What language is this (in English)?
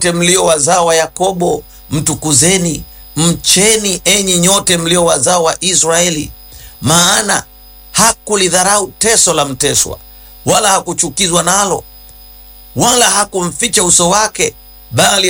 Swahili